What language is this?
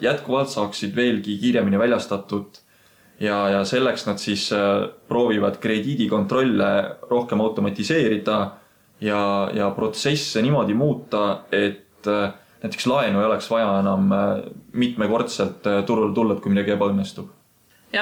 Estonian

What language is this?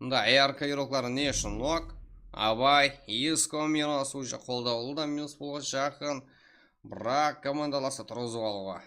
Kara-Kalpak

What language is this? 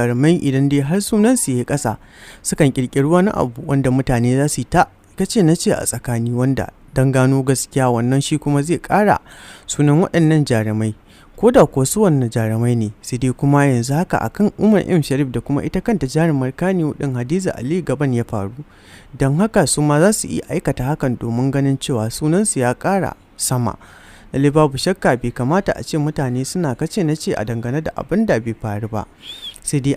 Hausa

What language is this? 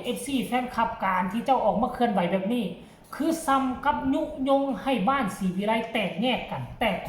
Northeastern Thai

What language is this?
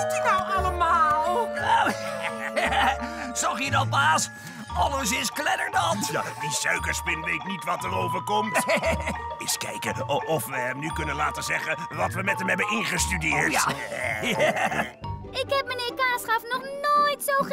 Dutch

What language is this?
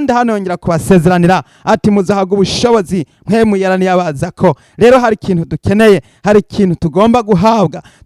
Rundi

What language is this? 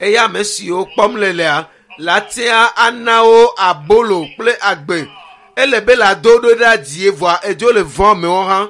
Ewe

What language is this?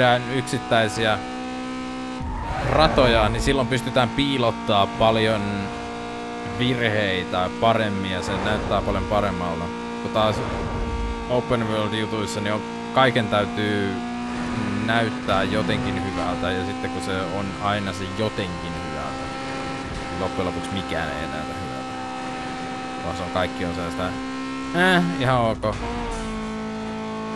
Finnish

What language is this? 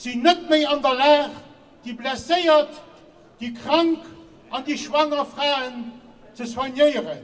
Luxembourgish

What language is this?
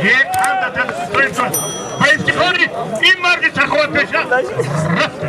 Tajik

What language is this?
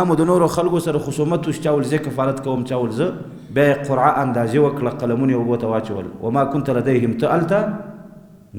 Pashto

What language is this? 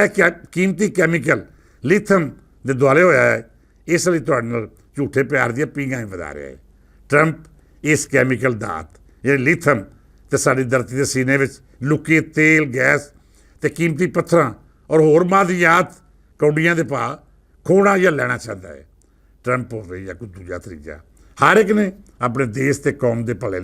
Western Panjabi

